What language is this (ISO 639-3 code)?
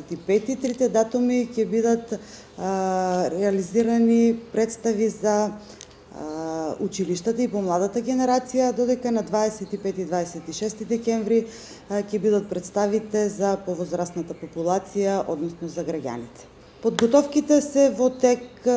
mkd